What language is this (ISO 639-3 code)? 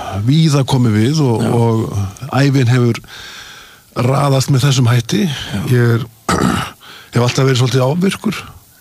isl